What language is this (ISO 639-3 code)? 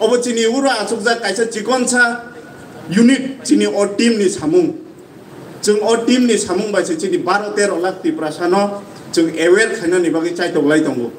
trp